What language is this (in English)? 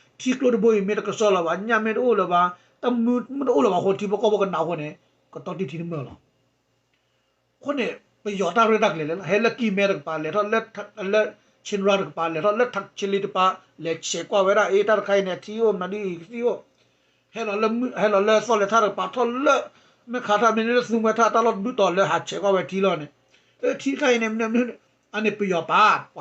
S'gaw Karen